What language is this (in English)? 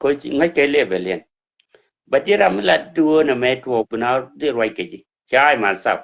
Nuer